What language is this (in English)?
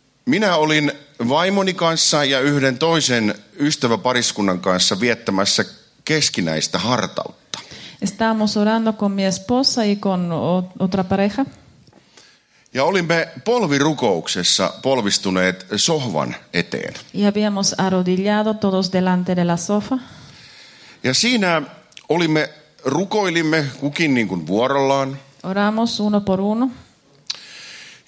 Finnish